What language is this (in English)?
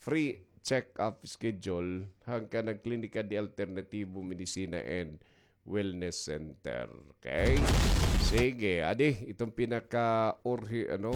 Waray